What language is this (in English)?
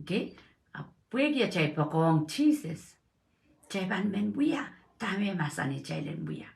Pohnpeian